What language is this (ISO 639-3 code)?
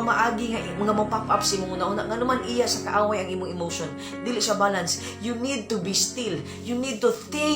ceb